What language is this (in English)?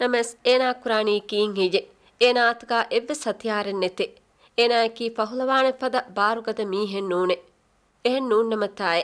Divehi